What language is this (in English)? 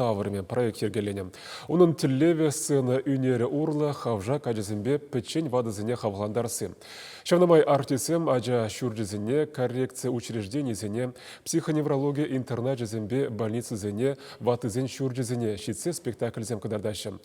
Chuvash